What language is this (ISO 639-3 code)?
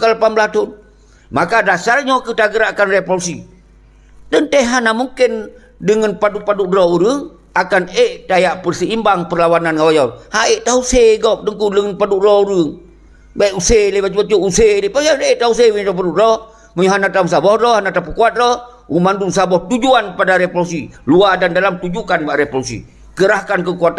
ace